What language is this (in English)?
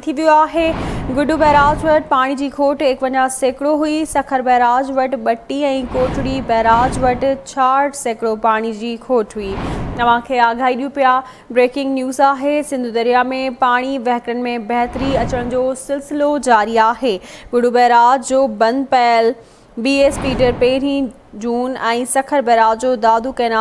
Sindhi